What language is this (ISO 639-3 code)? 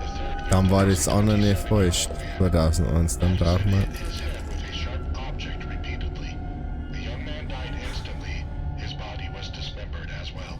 bar